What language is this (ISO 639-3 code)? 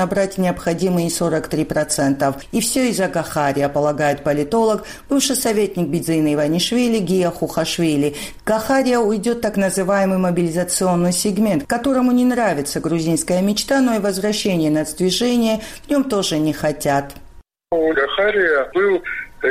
rus